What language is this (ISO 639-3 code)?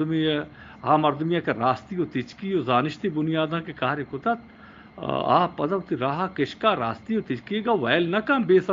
bgp